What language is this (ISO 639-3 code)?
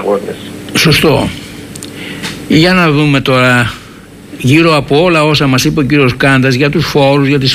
ell